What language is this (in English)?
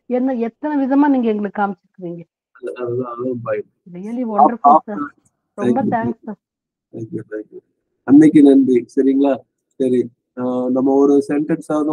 Tamil